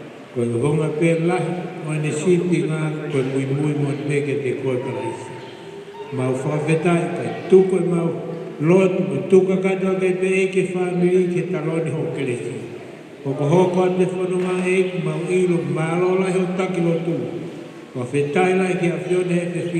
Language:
Tongan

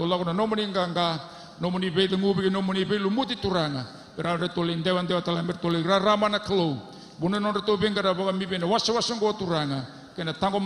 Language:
Fijian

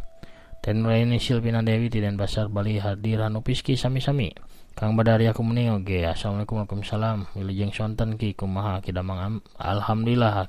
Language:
Sundanese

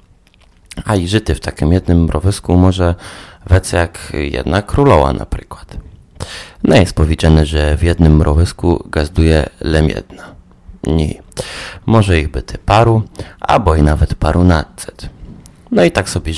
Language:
Polish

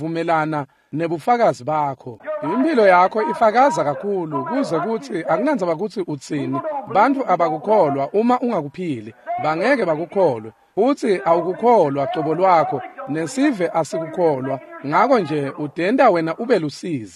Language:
Swati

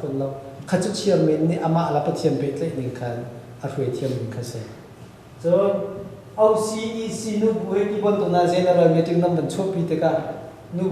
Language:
Hakha Chin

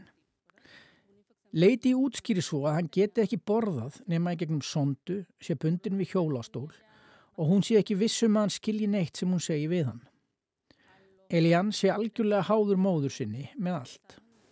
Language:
Icelandic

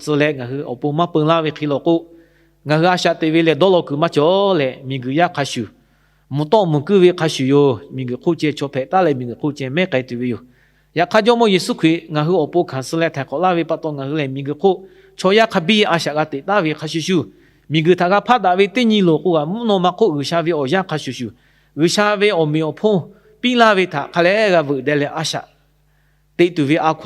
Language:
Lahu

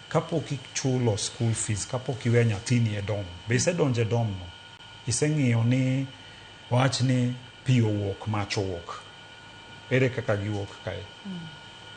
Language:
Luo (Kenya and Tanzania)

